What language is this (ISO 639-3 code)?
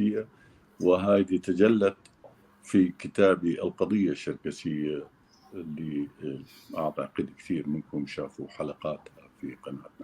apc